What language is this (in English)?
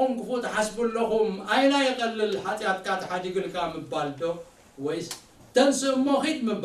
Tigrinya